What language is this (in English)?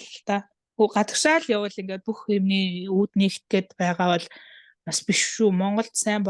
Mongolian